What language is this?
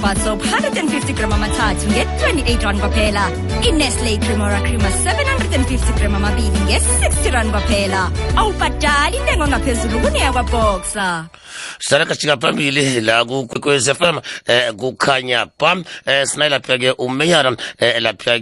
South Ndebele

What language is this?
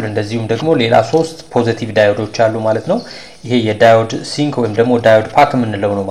Amharic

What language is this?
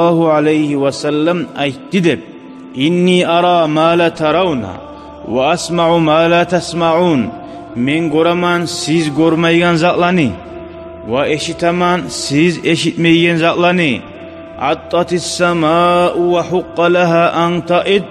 Kumyk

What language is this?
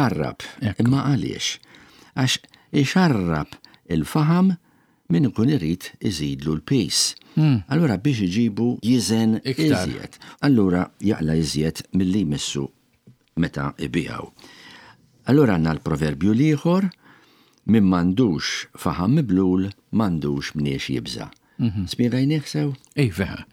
Maltese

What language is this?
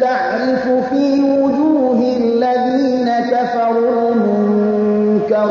Persian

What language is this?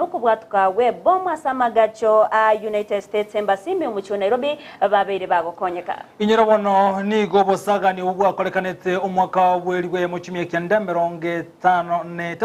Gusii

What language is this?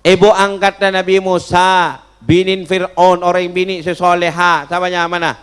Madurese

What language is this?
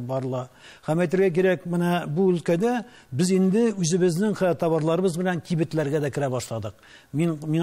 Tatar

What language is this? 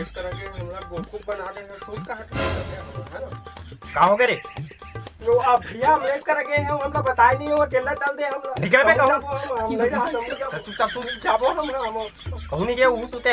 Chhattisgarhi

